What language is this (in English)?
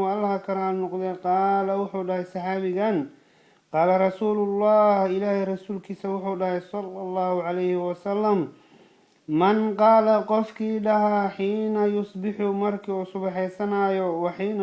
Somali